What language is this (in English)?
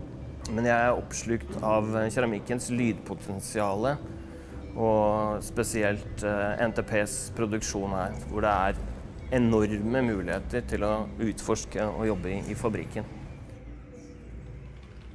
Norwegian